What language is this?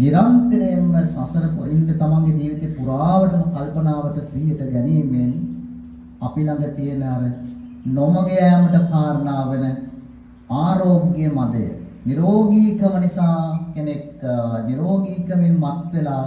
Sinhala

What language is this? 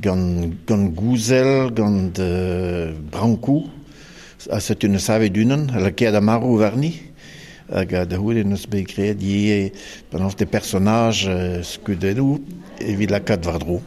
Breton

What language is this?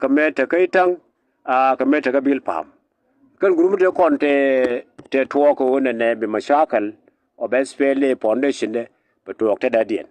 Nuer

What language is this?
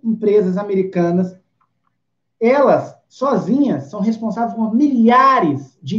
Portuguese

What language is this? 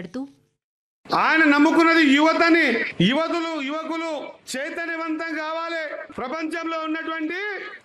Telugu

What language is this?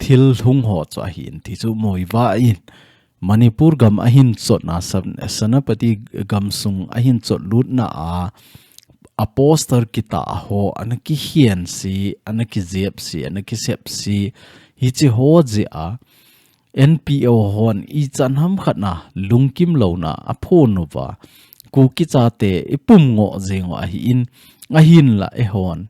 Thado Chin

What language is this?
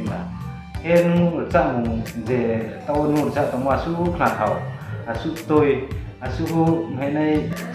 Riang (India)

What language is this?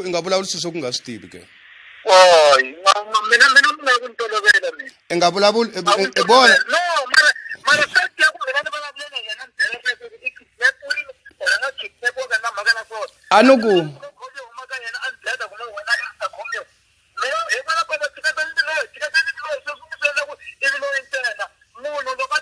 Tsonga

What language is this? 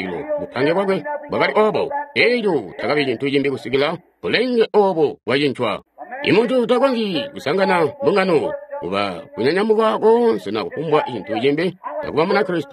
Tonga (Zambia)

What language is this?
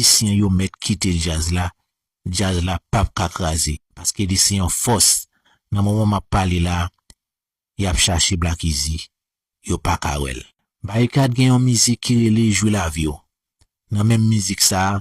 Haitian Creole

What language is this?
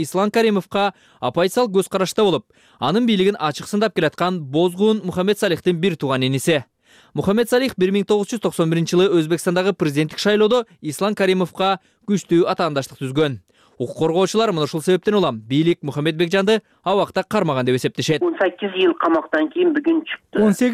Kyrgyz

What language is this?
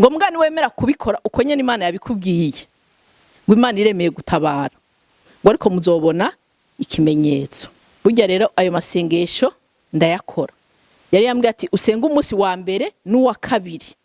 Rundi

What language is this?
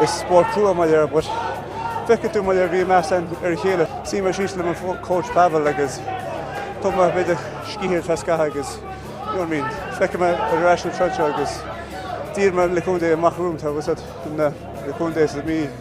Irish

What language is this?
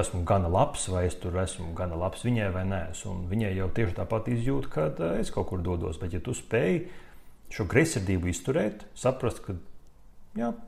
Latvian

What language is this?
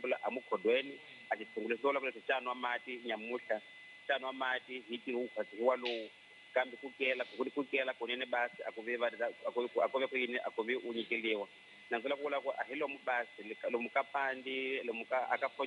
Tsonga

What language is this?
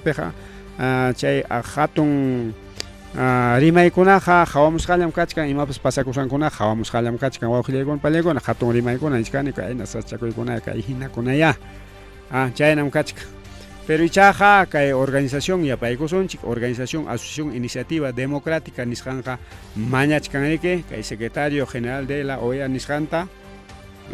Ayacucho Quechua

